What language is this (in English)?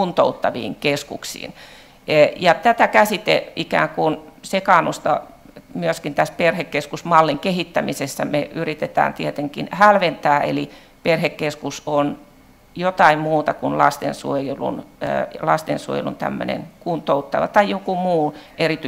Finnish